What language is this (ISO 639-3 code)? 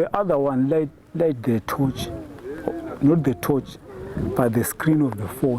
ven